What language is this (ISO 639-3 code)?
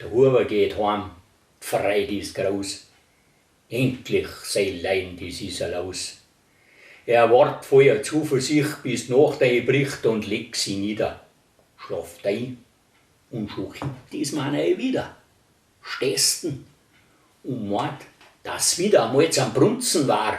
bar